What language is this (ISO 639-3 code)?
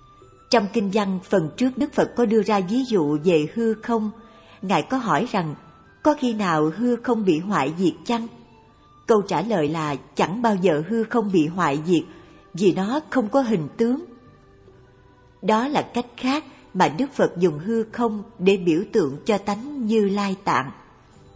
vie